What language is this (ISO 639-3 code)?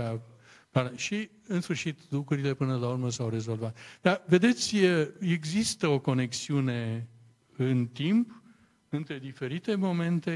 ron